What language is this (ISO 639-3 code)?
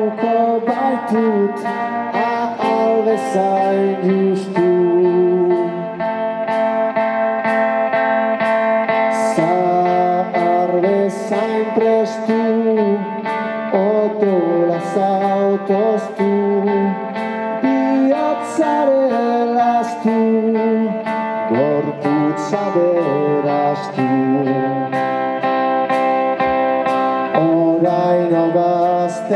eus